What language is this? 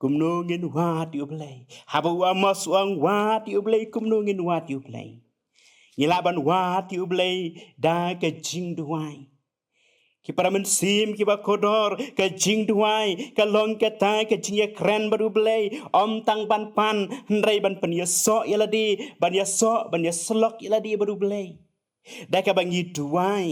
Khasi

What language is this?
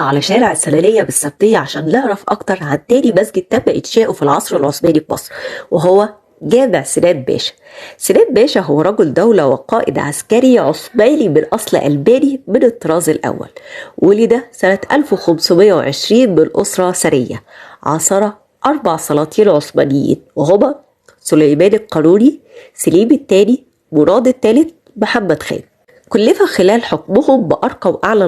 Egyptian Arabic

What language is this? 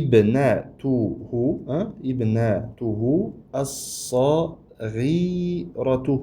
Uzbek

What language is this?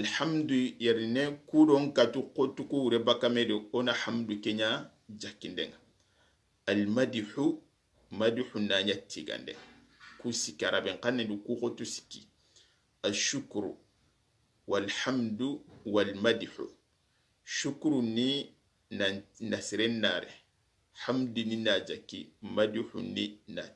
Soninke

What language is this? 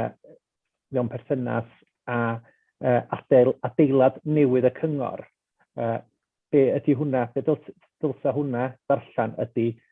Welsh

